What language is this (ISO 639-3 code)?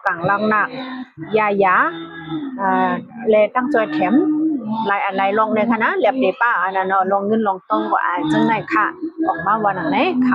shn